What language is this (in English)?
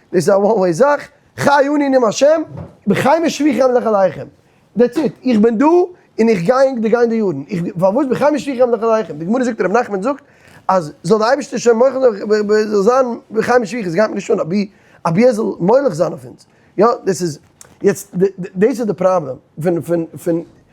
Yiddish